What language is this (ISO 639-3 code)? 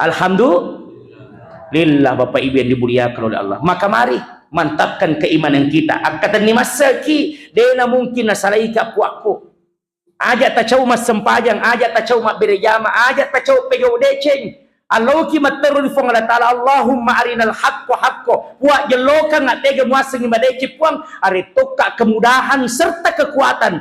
bug